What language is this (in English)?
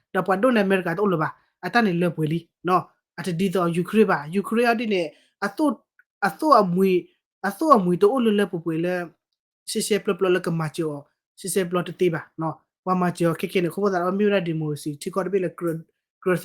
S'gaw Karen